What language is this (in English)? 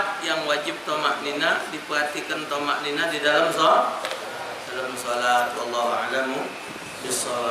Musi